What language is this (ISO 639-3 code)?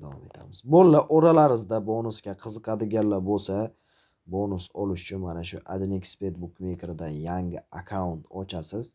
uzb